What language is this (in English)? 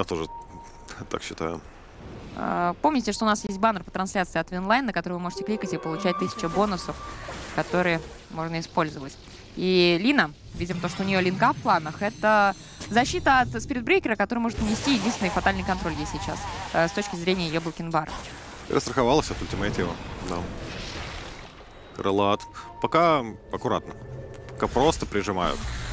Russian